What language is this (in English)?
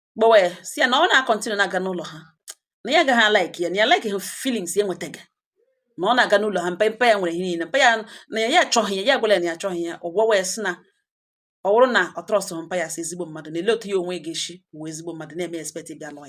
Igbo